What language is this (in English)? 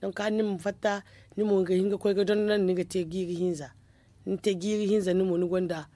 Zarma